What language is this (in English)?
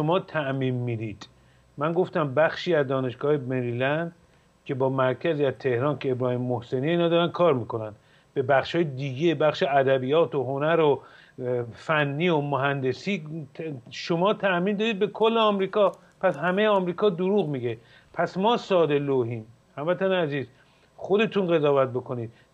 Persian